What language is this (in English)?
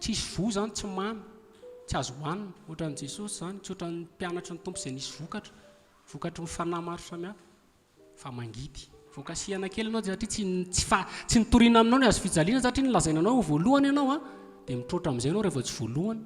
Malagasy